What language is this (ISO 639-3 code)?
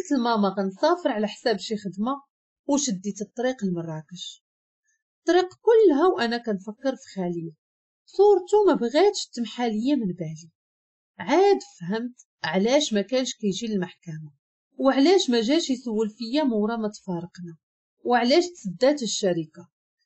ary